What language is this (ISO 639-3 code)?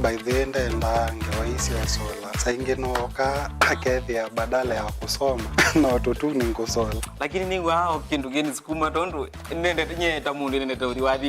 kam